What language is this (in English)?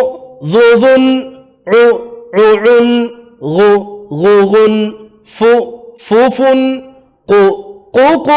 Divehi